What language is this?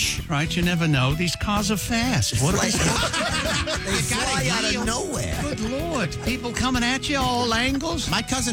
English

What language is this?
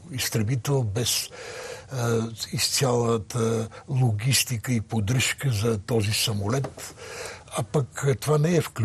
Bulgarian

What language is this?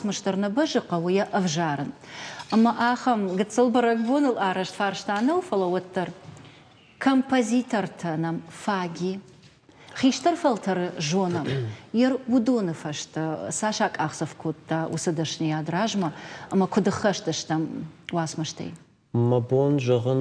Ossetic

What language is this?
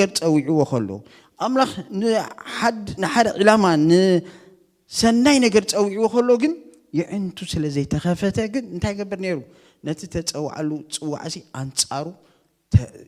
Tigrinya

